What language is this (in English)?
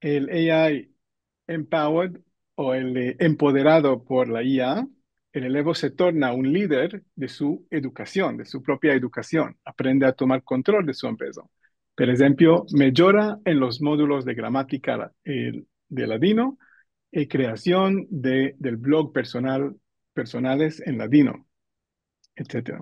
Ladino